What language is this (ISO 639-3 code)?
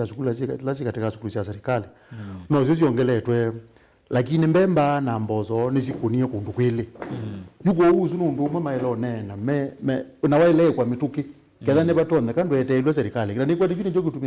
kam